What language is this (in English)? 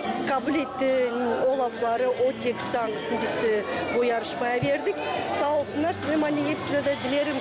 Gagauz